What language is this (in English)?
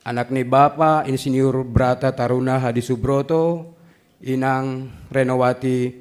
Batak Simalungun